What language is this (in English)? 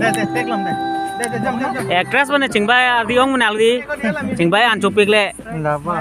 Karbi